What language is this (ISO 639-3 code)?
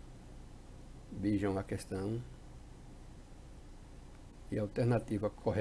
por